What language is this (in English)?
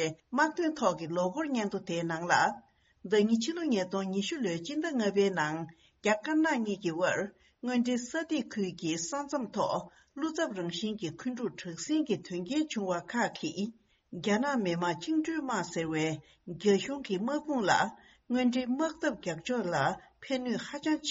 Tibetan